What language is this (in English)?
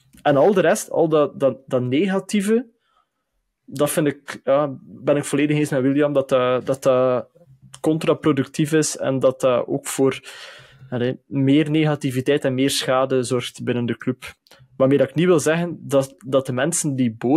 Dutch